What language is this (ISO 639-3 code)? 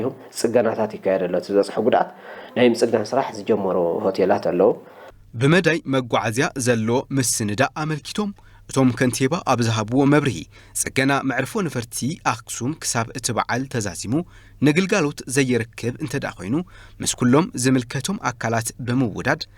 tir